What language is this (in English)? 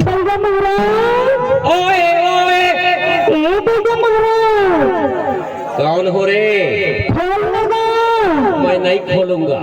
Chhattisgarhi